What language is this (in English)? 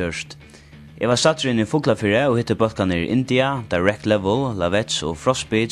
Faroese